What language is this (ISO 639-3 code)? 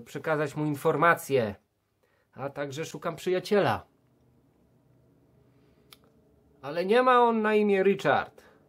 pol